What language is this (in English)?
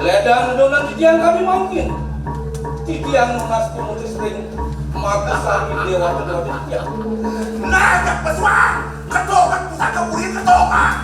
Balinese